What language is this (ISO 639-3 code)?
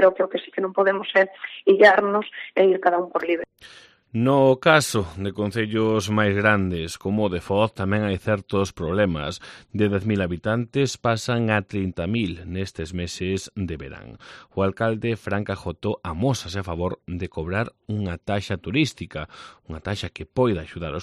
glg